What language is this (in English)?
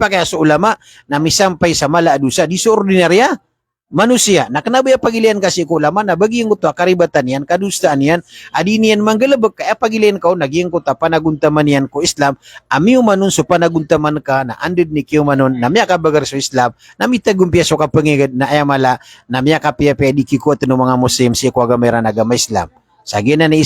Maranao